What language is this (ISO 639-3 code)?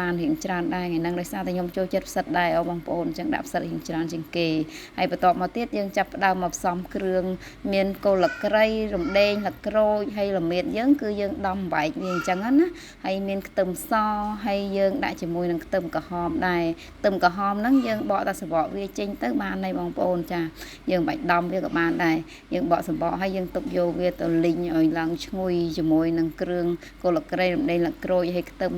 khm